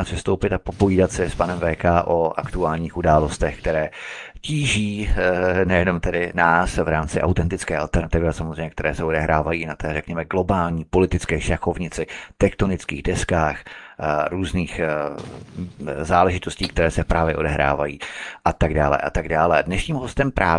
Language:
Czech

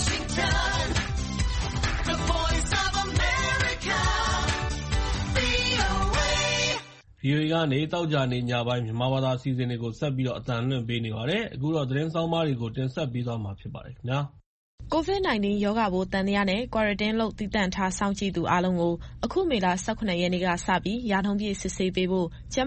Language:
Burmese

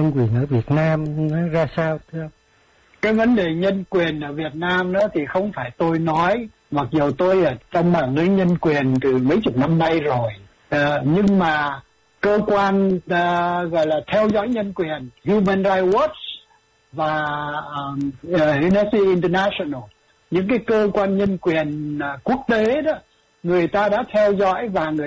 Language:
Vietnamese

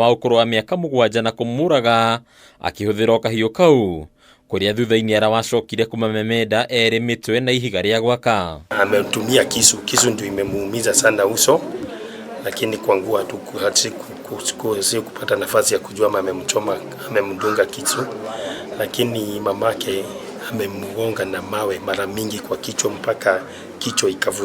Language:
Kikuyu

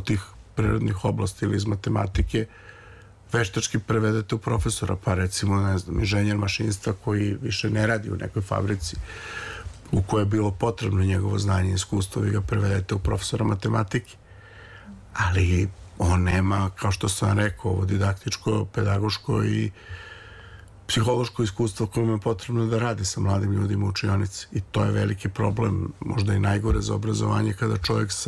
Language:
Serbian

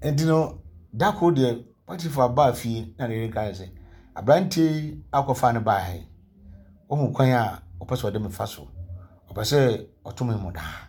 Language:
Akan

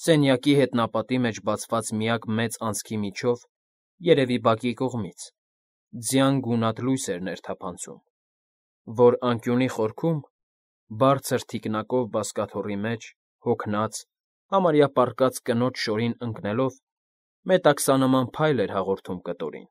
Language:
Armenian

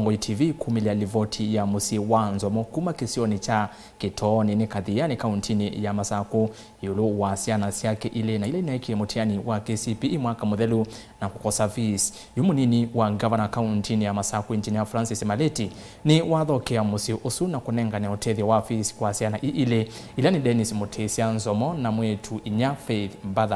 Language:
Kamba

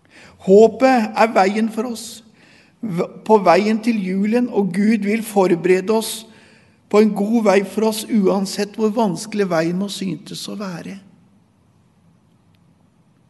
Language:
Norwegian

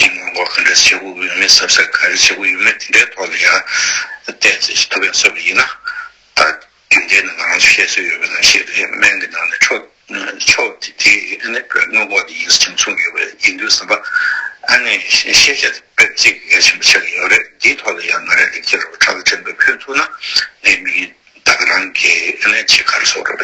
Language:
Tibetan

